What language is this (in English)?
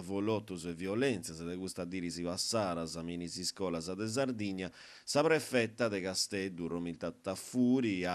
Sardinian